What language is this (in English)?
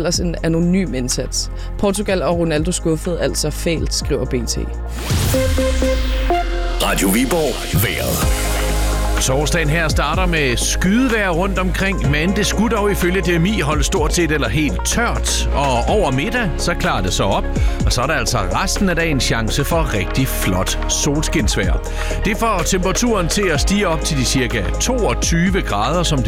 Danish